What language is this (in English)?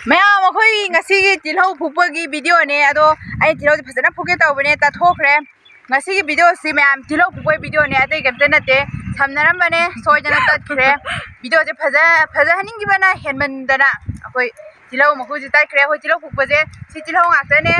Manipuri